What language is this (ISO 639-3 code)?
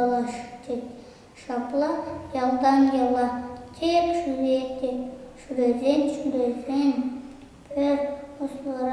chv